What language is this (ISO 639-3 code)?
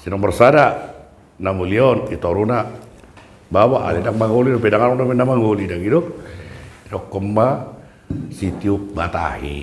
bbc